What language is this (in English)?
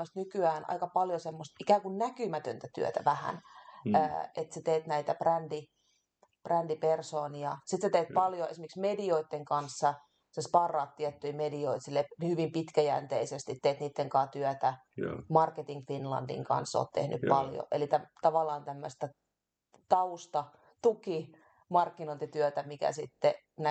Finnish